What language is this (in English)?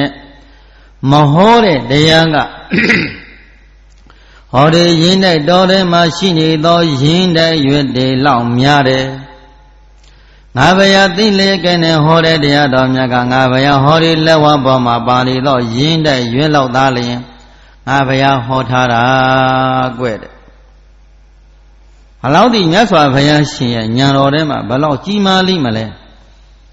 Burmese